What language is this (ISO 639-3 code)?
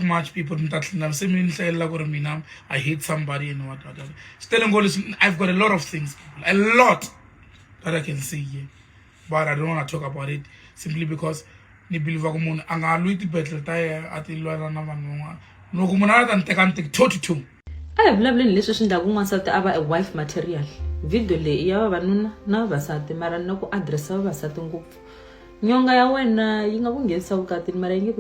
tso